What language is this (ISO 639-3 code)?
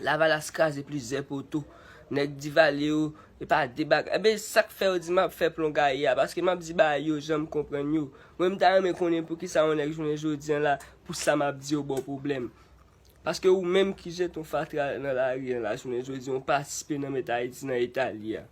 hat